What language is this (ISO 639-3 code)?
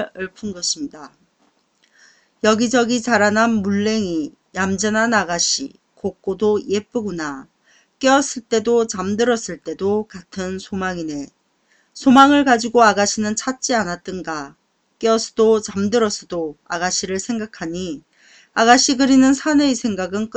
kor